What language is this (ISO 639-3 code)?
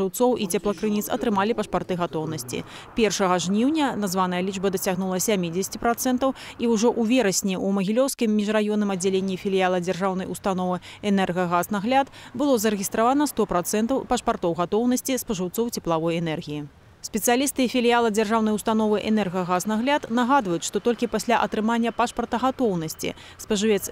bel